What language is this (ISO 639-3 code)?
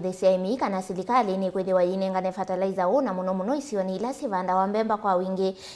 kam